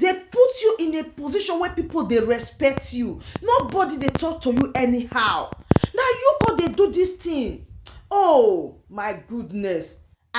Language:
Nigerian Pidgin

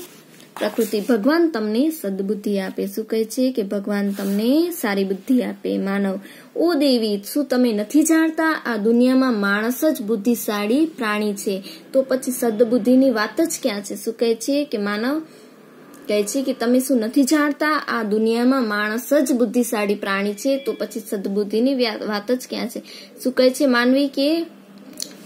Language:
Gujarati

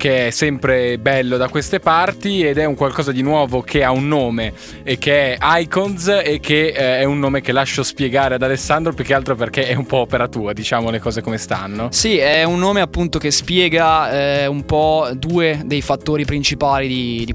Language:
Italian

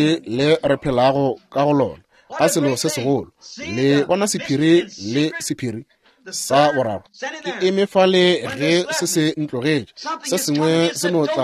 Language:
Northern Sotho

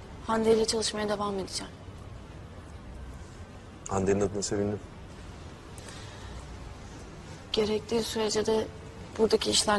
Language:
Turkish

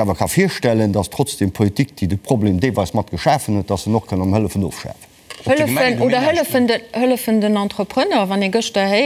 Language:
Luxembourgish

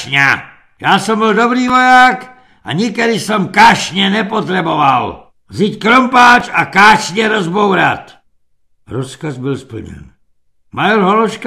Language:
Czech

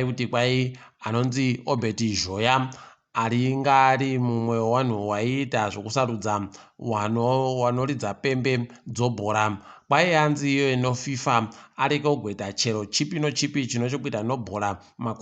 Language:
Ndau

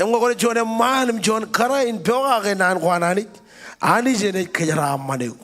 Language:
Marshallese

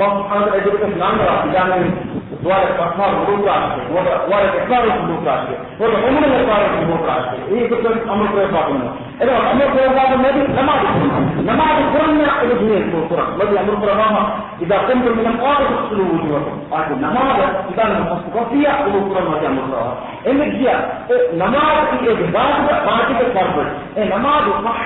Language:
Divehi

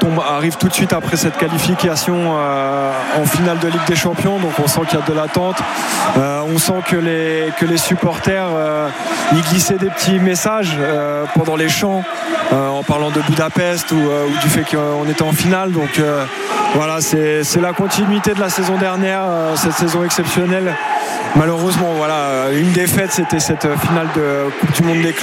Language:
French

